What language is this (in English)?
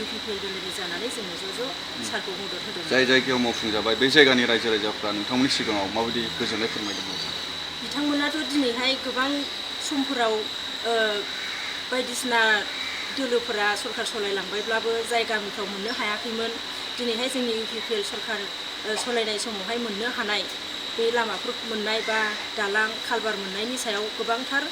Bodo